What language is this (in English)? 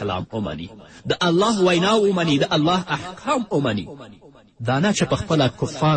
Pashto